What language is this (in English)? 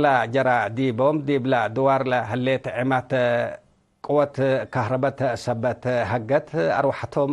Tigre